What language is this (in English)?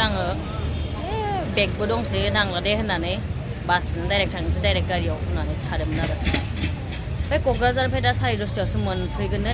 Bodo